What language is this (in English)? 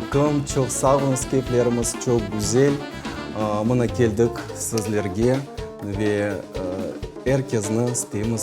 Crimean Tatar